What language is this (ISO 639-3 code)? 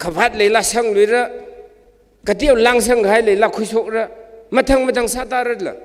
nmf